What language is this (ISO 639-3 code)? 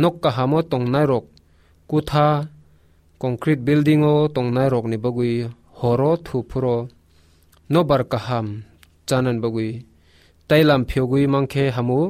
trp